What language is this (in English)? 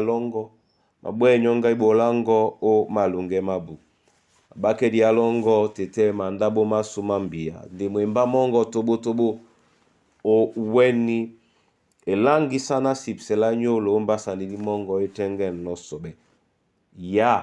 Duala